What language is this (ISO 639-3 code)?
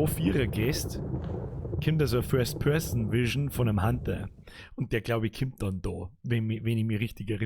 bar